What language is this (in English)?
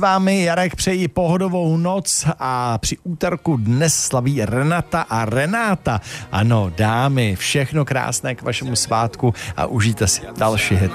Czech